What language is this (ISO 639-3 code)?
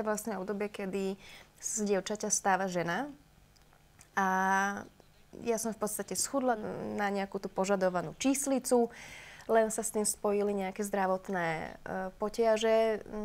slk